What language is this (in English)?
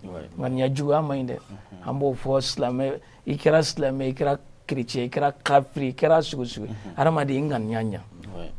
Bambara